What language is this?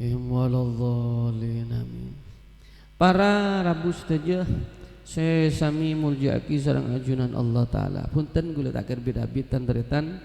Madurese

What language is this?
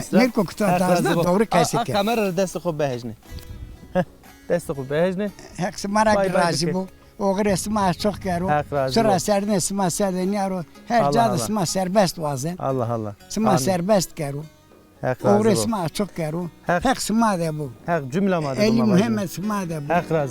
Zaza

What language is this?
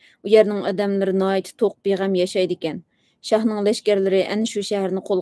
Uyghur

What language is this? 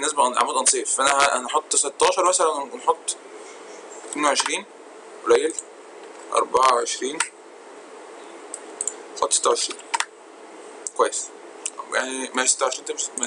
Egyptian Arabic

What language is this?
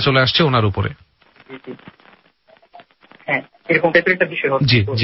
Bangla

